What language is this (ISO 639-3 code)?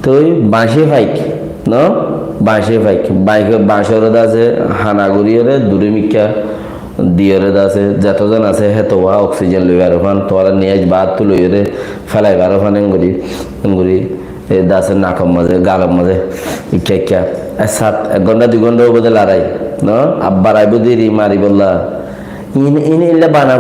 rhg